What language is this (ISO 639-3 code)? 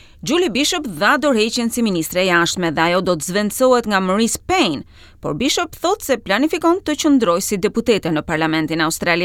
sqi